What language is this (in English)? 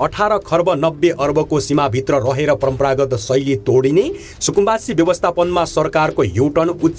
Nepali